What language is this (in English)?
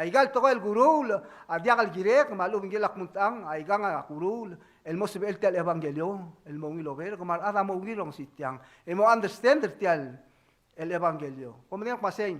Palauan